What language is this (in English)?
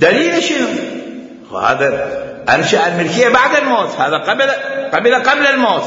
Mesopotamian Arabic